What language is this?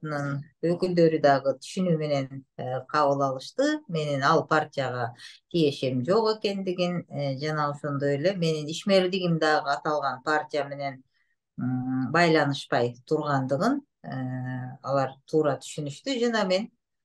Kyrgyz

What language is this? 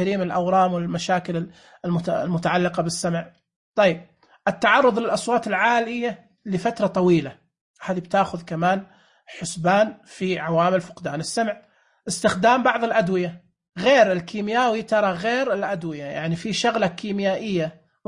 Najdi Arabic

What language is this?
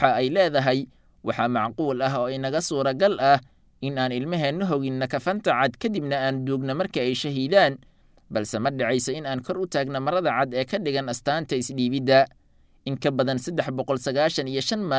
Somali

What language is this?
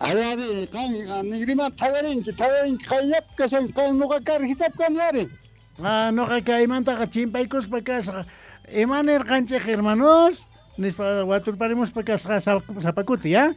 South Bolivian Quechua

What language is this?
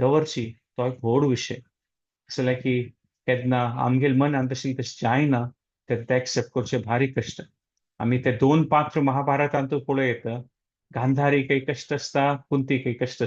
Konkani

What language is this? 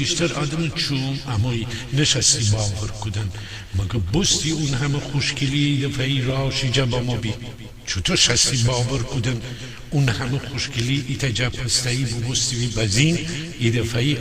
Gilaki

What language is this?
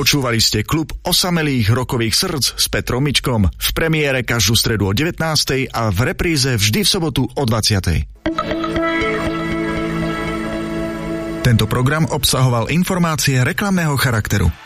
Slovak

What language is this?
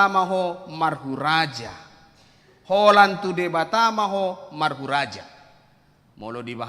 Batak Toba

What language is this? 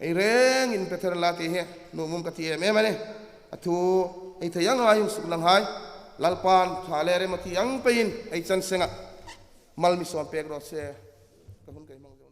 Hmar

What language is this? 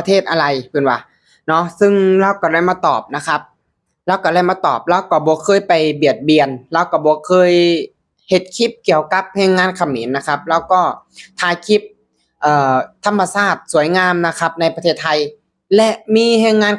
Lao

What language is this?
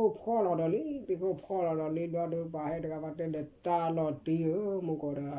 S'gaw Karen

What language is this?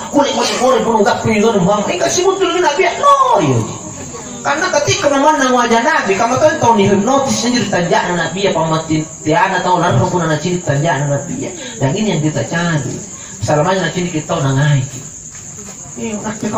Indonesian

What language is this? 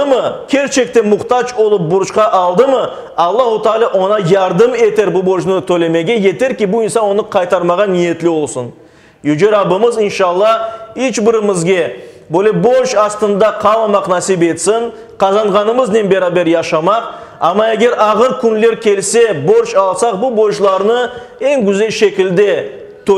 Crimean Tatar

